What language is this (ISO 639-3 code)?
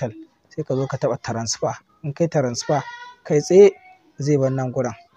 hau